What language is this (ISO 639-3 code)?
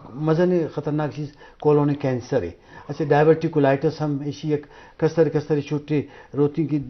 bgp